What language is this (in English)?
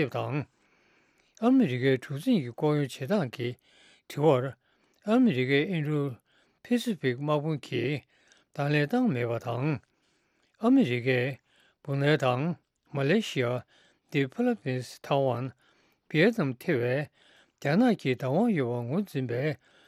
Tibetan